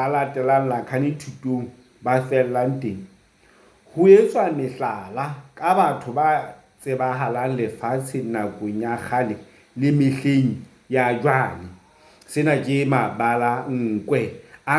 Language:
Southern Sotho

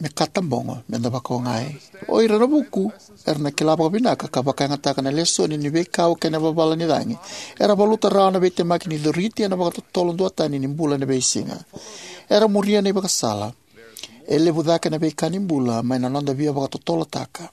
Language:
Fijian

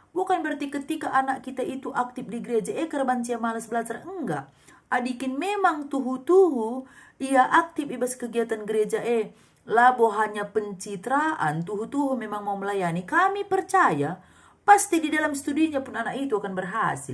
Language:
Batak Karo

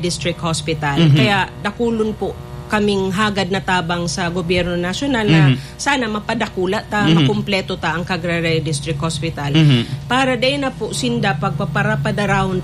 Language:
Bikol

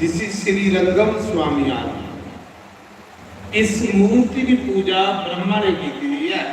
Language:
Dogri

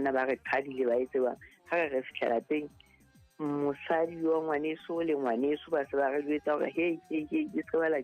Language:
Southern Sotho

